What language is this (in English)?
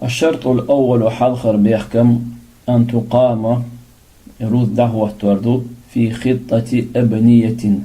Chechen